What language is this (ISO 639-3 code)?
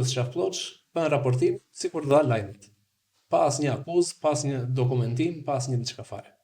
sqi